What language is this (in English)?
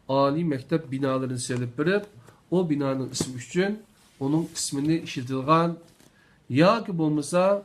Uyghur